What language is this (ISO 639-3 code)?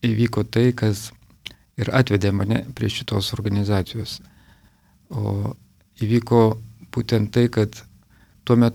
lit